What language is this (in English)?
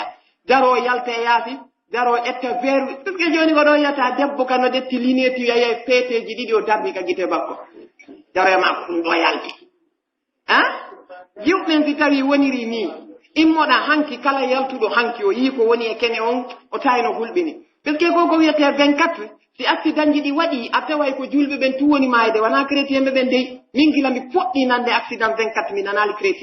Pular